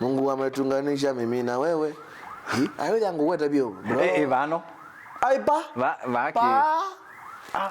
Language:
Kamba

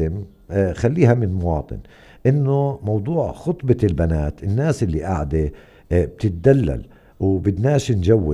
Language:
North Levantine Arabic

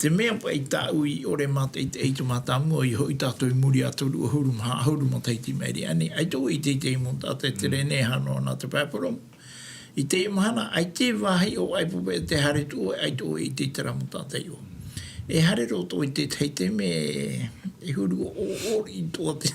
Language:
Tahitian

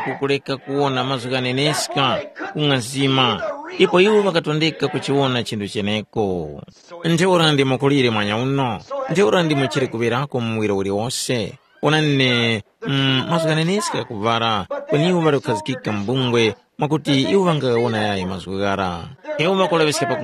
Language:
Tumbuka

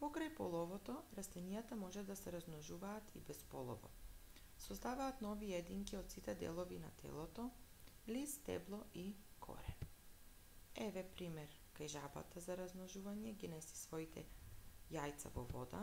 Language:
Macedonian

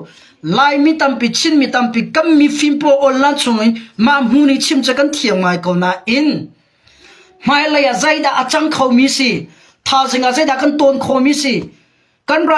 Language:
Hakha Chin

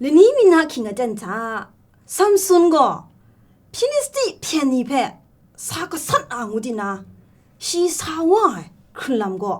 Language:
Kachin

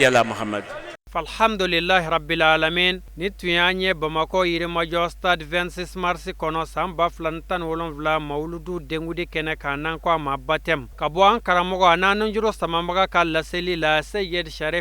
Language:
Bambara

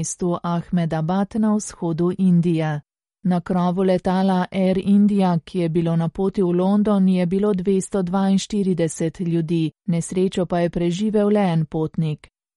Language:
Slovenian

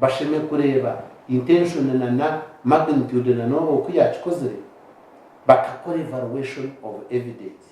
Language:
Nyankole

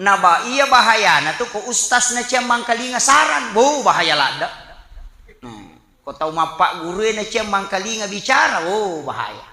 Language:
Buginese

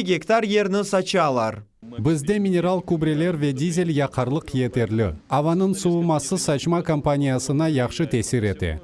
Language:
Crimean Tatar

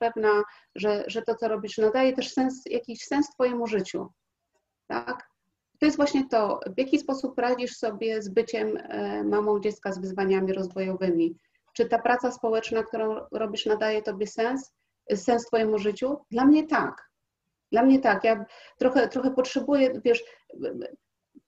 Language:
Polish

